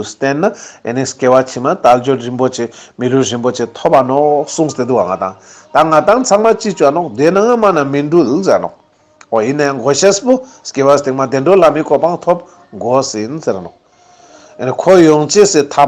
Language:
Ladakhi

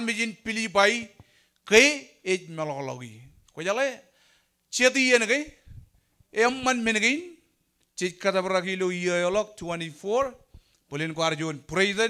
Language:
Marshallese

